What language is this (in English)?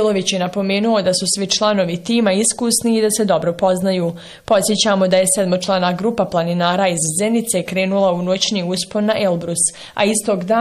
Bosnian